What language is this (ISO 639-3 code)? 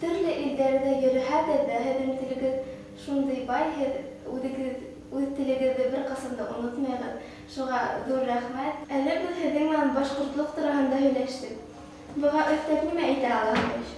bak